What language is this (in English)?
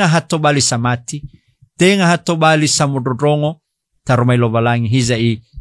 Nias